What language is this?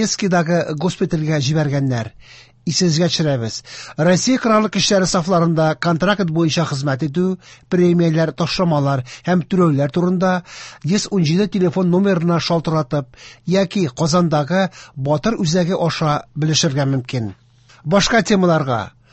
Tatar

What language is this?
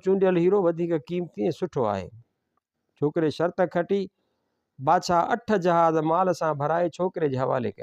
Sindhi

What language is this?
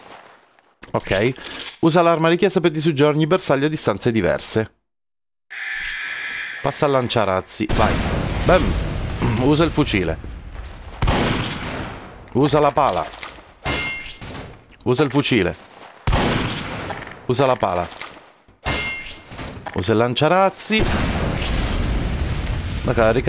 Italian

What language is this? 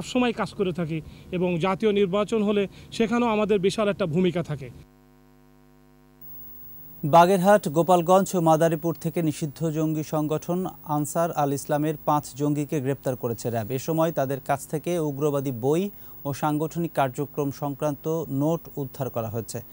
Bangla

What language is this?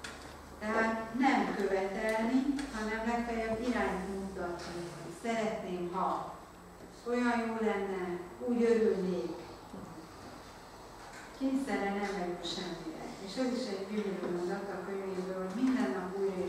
Hungarian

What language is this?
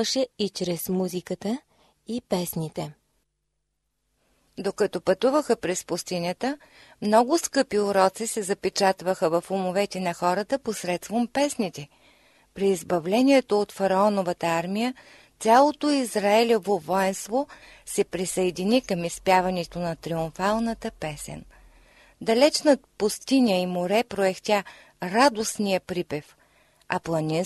Bulgarian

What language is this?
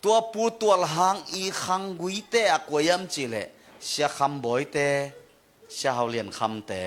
Tedim Chin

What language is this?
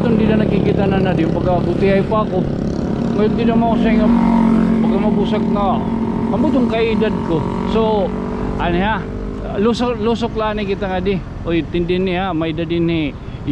Waray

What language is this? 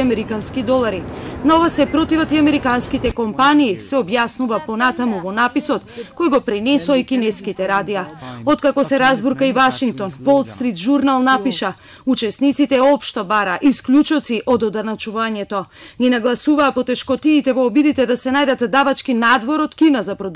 Macedonian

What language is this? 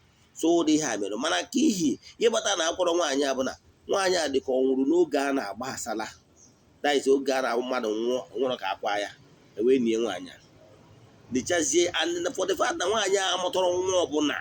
Igbo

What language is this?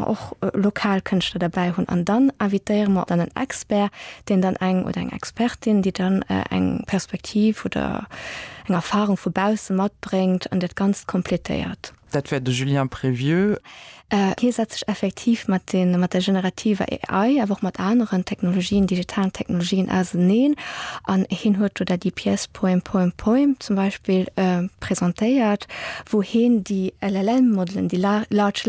Luxembourgish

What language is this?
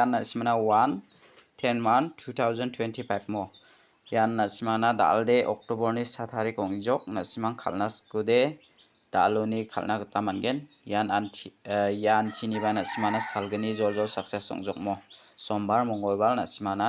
Garo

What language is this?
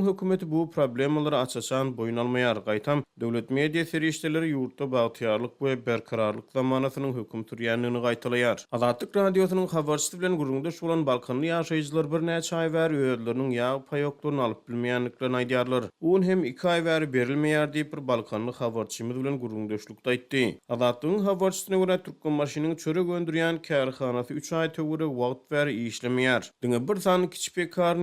Turkmen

